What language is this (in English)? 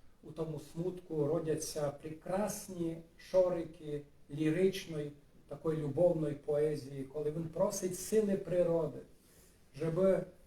Rusyn